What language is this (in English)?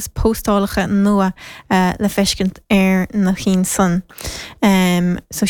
Irish